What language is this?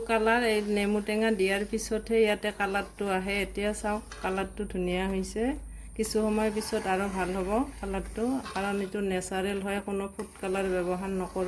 Assamese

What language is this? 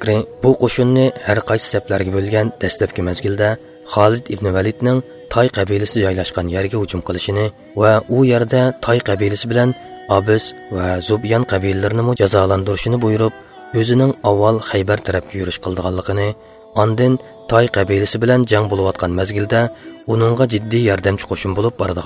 Uyghur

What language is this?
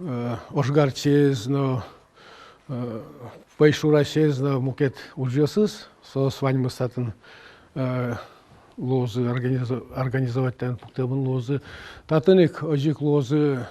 Udmurt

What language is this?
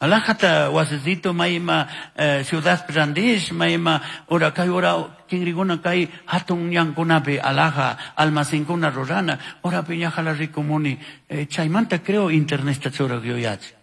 Chimborazo Highland Quichua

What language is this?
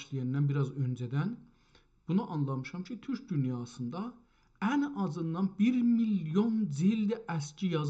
South Azerbaijani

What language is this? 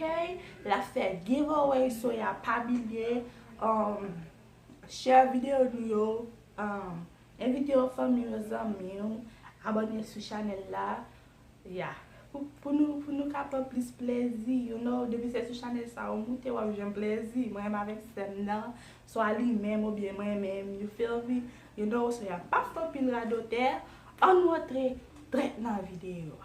Haitian Creole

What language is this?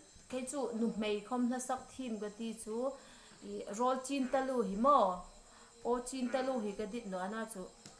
Hmar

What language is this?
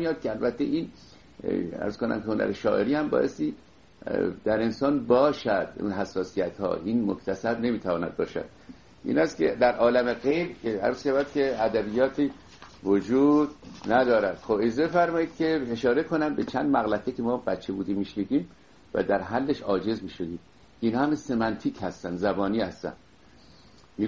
Persian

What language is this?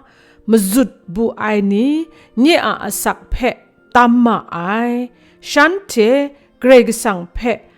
Kachin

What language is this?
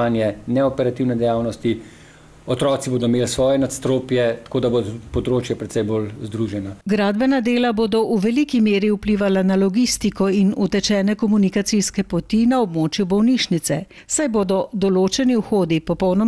Slovenian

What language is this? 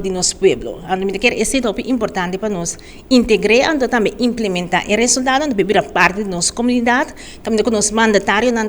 Papiamento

